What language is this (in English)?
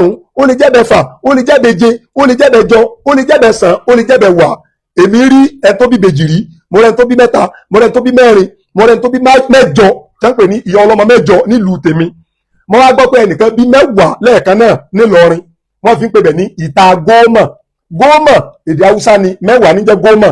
Yoruba